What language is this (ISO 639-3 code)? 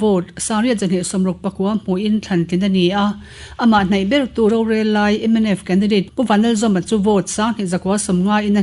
lus